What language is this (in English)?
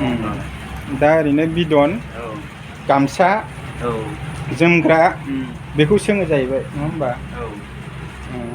Bodo